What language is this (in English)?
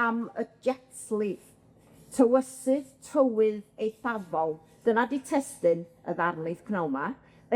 Welsh